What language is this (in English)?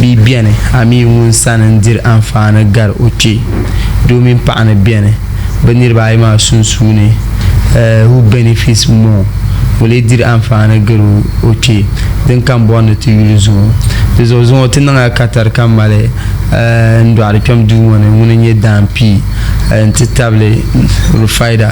Dagbani